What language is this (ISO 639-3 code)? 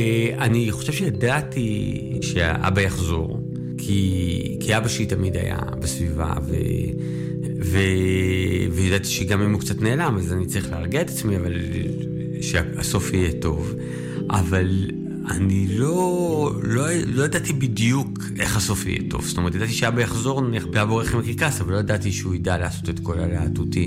heb